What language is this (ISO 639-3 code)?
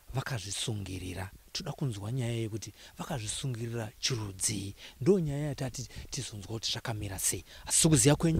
sna